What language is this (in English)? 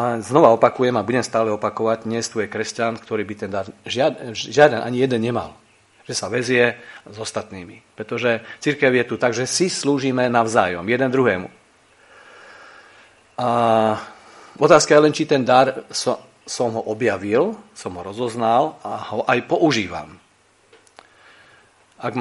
Slovak